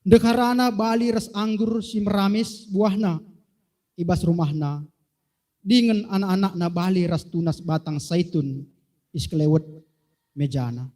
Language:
Batak Karo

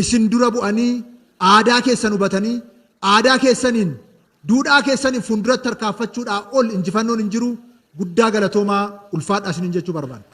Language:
Oromo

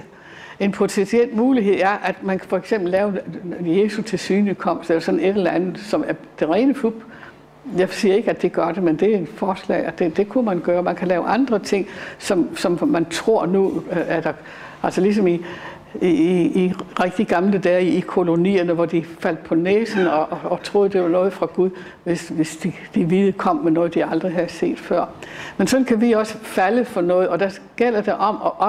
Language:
Danish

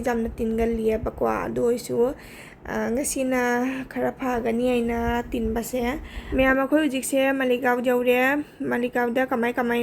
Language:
Manipuri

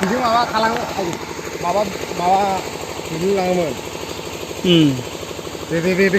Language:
Bodo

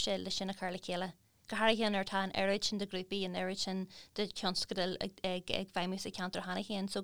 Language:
Irish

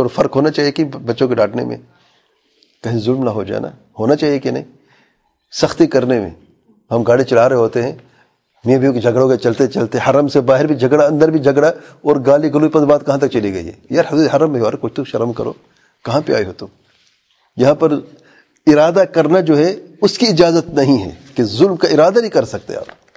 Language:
Urdu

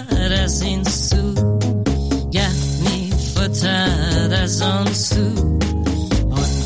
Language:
Persian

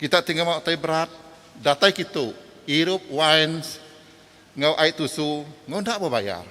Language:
Iban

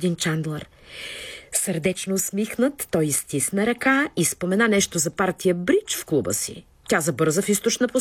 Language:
Bulgarian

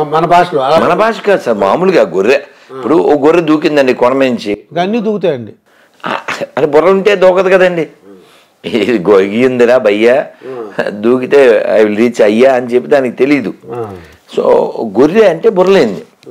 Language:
Telugu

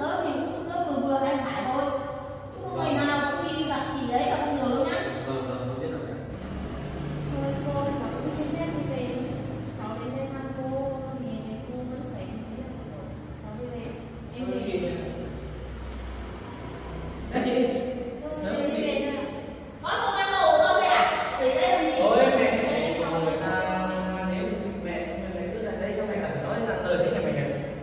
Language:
Vietnamese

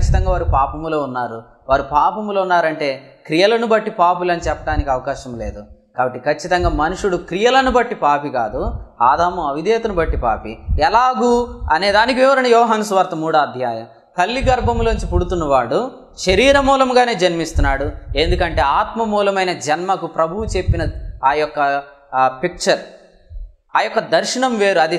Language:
Telugu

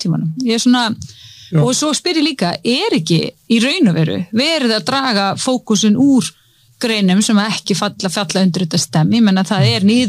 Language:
Icelandic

